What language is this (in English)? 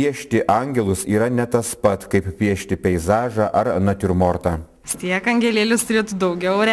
Lithuanian